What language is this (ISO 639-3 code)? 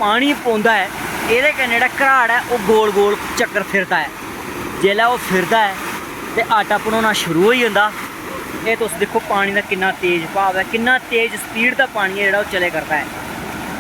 doi